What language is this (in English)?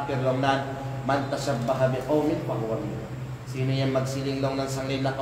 Kalagan